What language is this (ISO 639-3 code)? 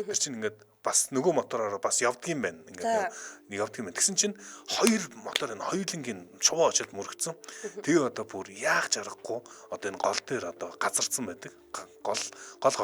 mon